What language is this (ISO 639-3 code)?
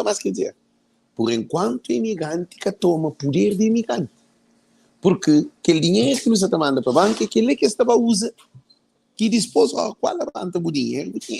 kea